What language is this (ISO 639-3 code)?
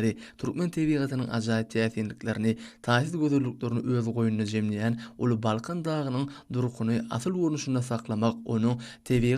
tuk